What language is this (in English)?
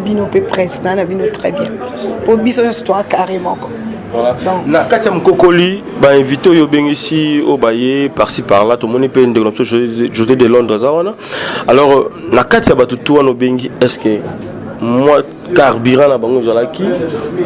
Lingala